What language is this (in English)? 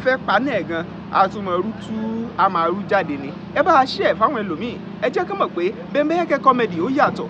Yoruba